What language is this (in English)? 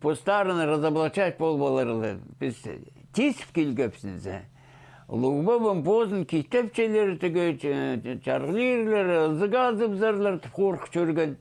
Khakas